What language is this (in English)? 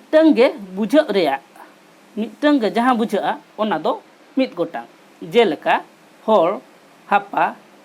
Santali